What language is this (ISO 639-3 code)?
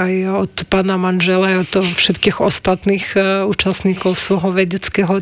slk